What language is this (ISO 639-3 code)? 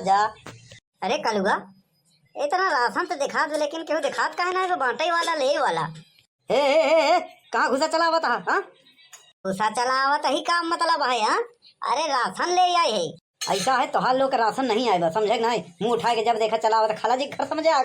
awa